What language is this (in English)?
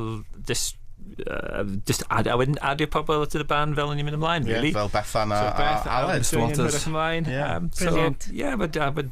Welsh